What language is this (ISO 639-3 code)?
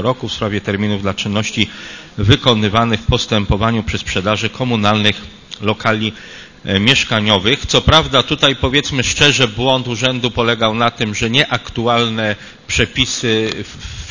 pol